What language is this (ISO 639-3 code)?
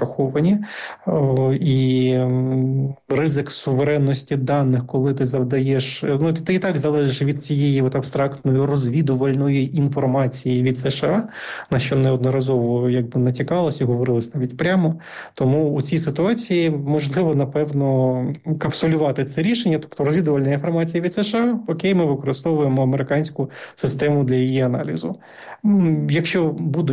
ukr